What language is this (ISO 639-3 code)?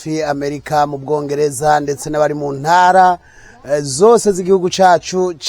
run